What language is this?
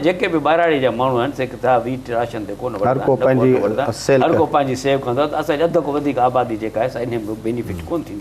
Sindhi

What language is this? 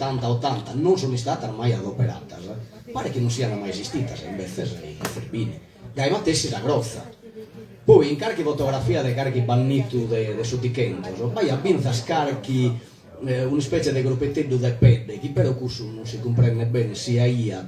Sardinian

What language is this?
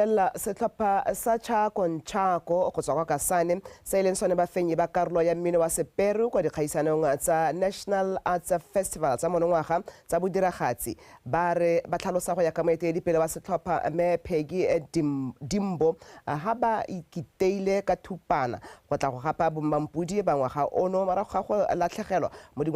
Tswana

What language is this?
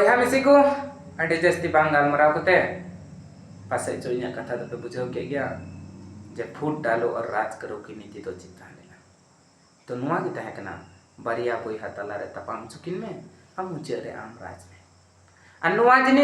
Santali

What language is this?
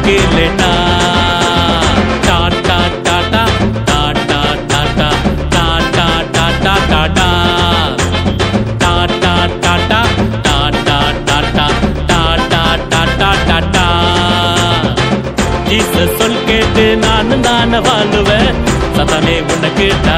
Tamil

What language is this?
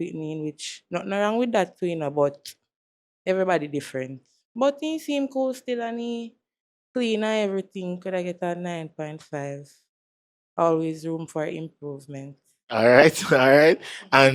Jamaican Creole English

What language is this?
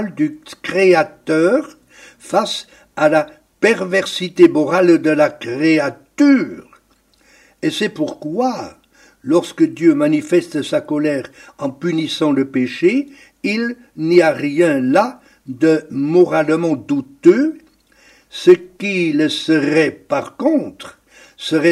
French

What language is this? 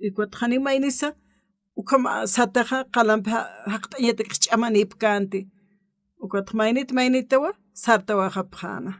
Aymara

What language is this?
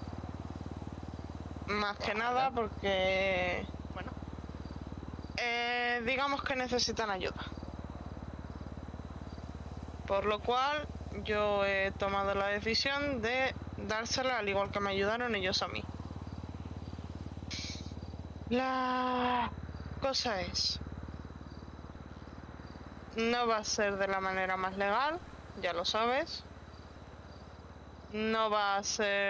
Spanish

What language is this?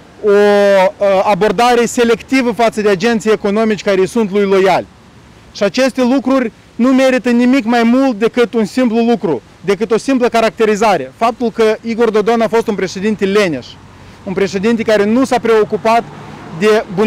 Romanian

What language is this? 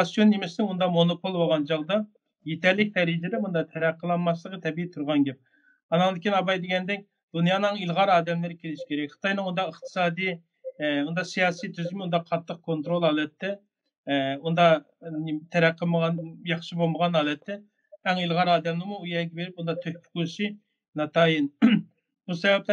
Uyghur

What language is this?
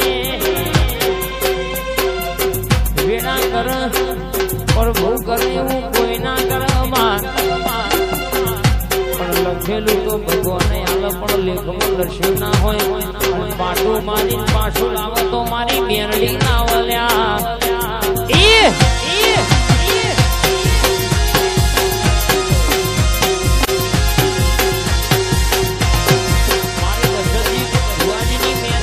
Gujarati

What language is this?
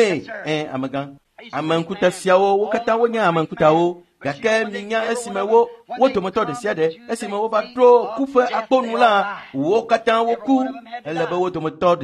Ewe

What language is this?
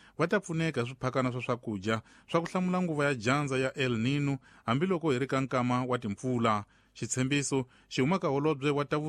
Tsonga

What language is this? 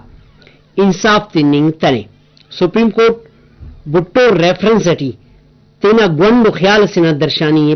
Brahui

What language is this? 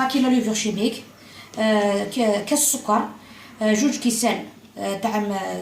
Algerian Arabic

